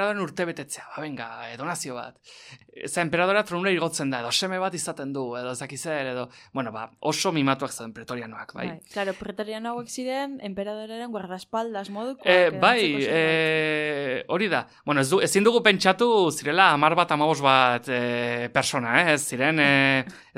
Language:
Basque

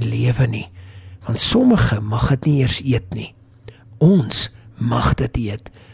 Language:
Afrikaans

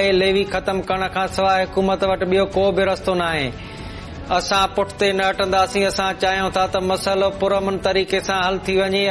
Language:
Sindhi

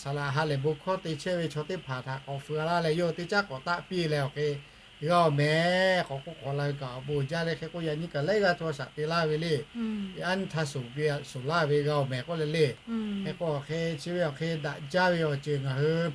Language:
Lahu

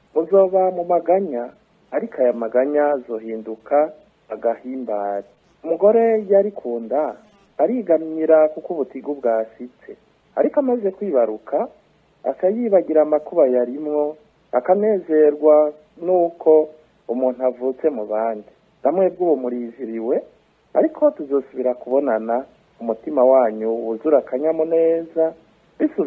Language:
Rundi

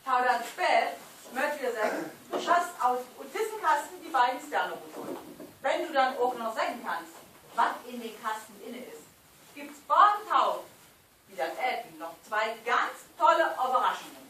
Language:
Low German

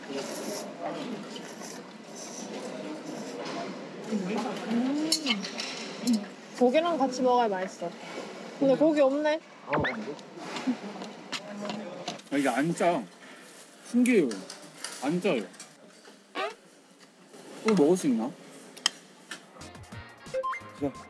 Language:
Korean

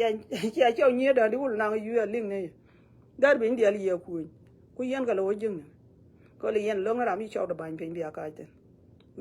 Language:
Nuer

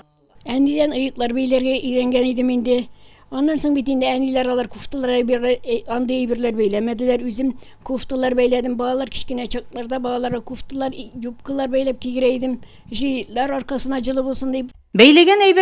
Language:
Tatar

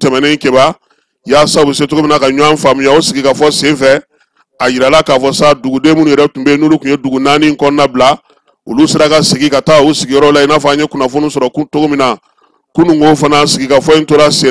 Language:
Bambara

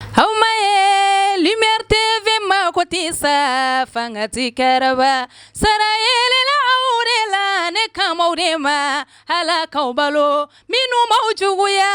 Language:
Bambara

